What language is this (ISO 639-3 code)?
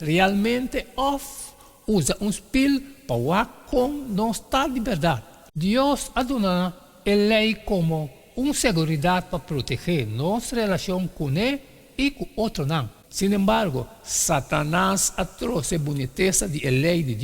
pap